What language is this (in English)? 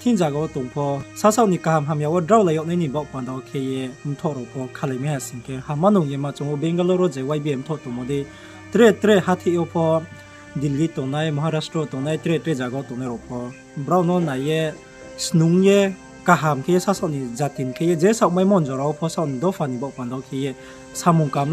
Riang (India)